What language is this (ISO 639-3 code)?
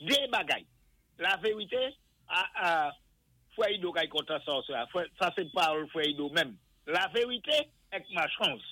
acf